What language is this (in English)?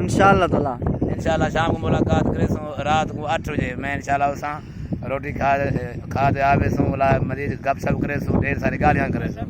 Saraiki